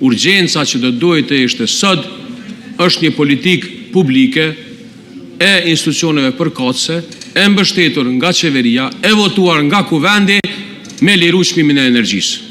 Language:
Albanian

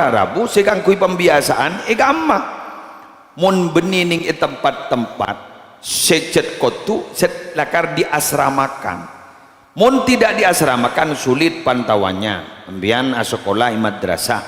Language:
Madurese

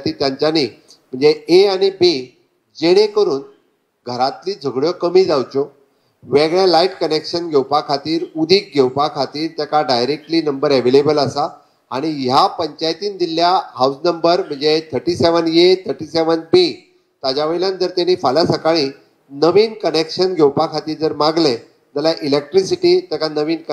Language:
Konkani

